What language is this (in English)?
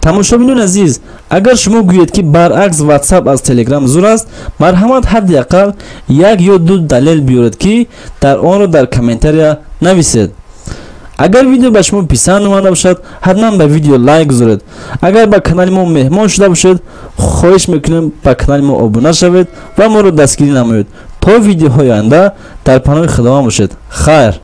Tajik